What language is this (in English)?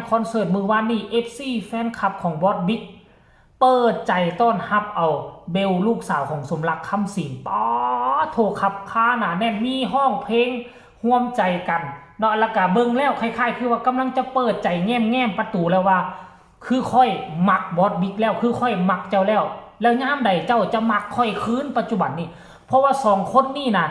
Northeastern Thai